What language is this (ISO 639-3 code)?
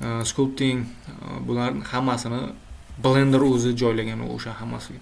uzb